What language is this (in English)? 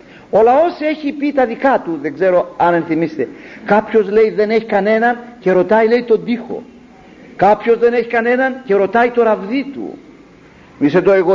Greek